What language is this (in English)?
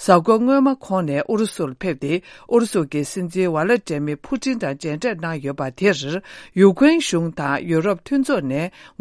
Tibetan